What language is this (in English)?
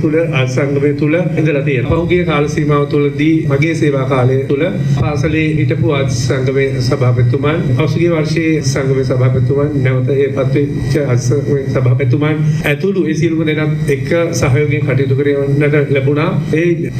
Sinhala